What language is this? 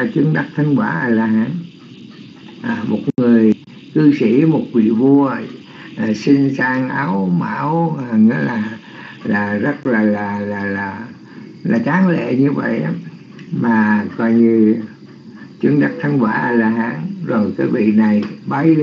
Vietnamese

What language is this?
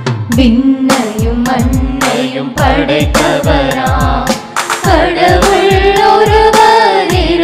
Tamil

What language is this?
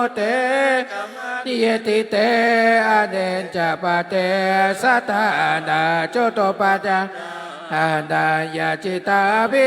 Pali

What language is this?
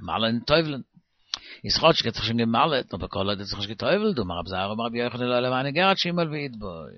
Yiddish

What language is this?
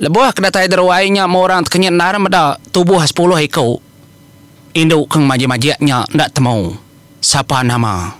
Iban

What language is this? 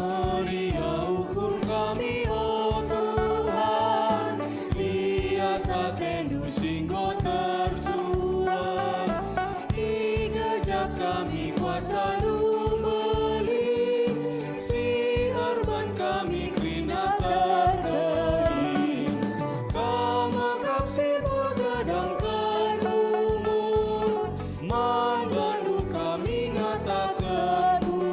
Batak Karo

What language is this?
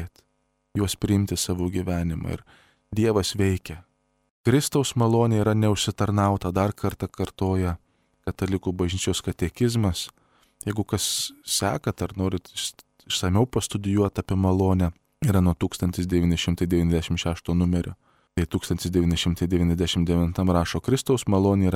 Lithuanian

